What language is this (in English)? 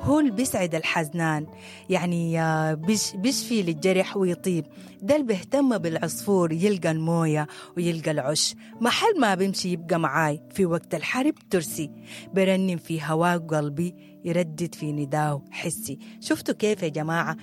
Sudanese Arabic